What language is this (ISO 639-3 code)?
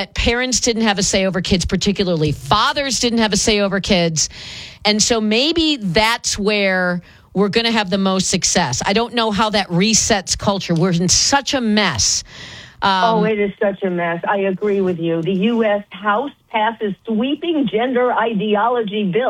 eng